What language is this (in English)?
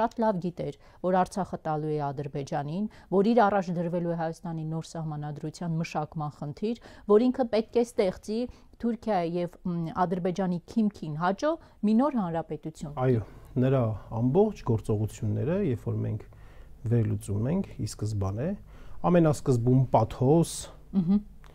Armenian